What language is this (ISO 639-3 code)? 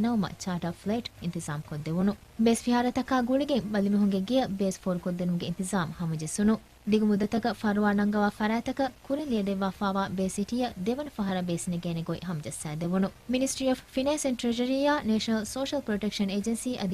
div